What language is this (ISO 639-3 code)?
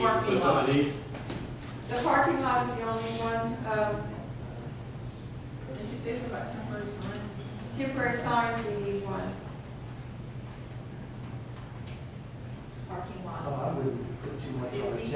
eng